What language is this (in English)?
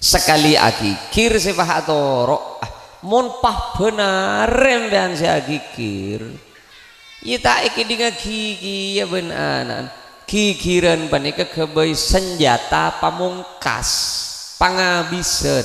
Madurese